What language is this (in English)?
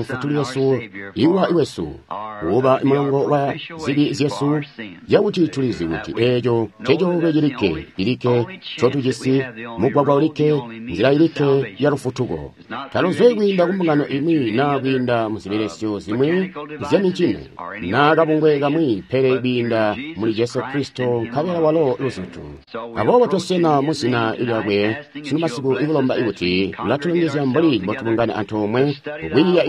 Tonga (Zambia)